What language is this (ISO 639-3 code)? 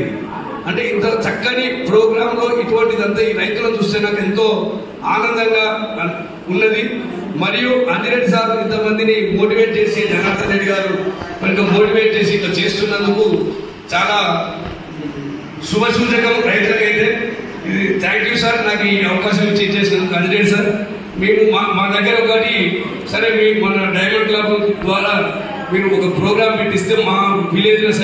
tel